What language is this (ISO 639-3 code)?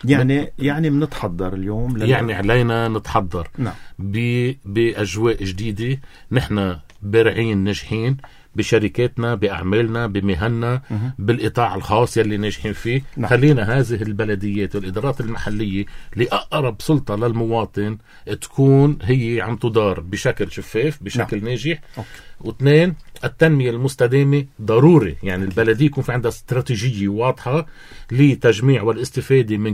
apc